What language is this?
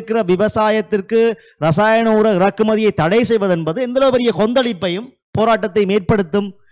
Tamil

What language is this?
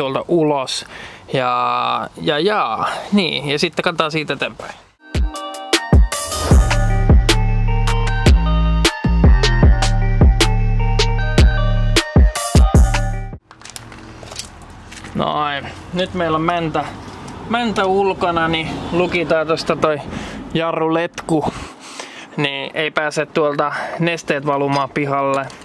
Finnish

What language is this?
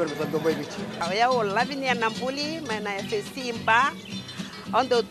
Fijian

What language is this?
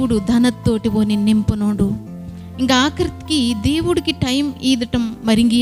Koya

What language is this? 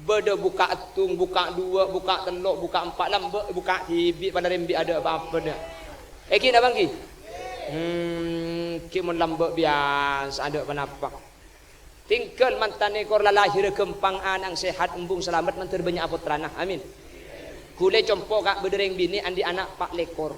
Madurese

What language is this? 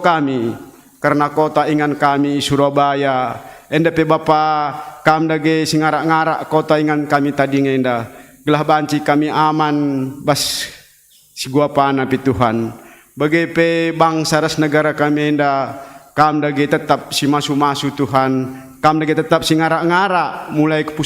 Batak Karo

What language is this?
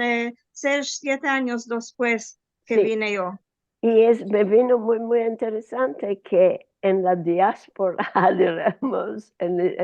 Ladino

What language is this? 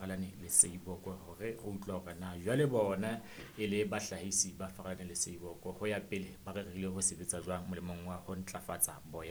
Southern Sotho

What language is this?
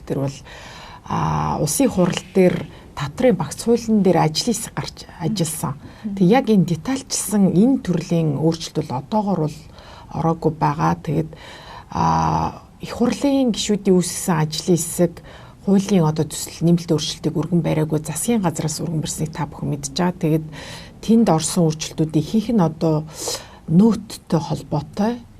Mongolian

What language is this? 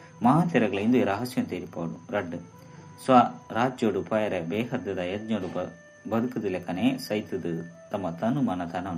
Tulu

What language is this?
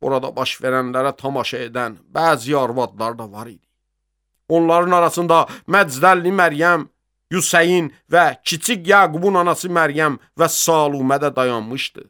Azerbaijani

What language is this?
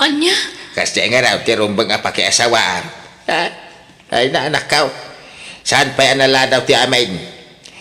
Iloko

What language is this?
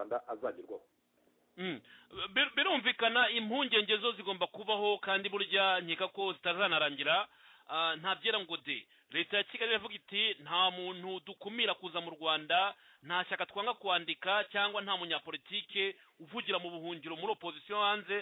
Kinyarwanda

